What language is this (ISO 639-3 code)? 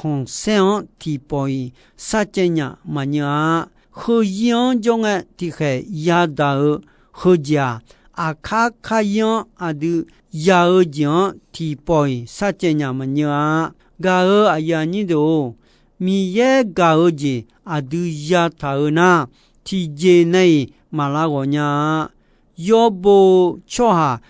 ahk